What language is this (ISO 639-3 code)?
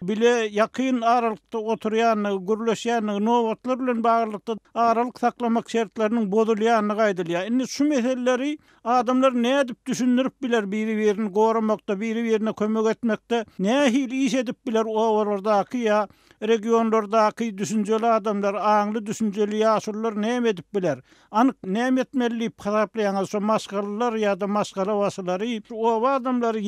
tuk